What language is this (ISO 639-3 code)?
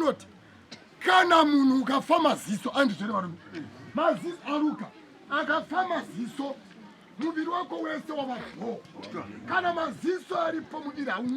sna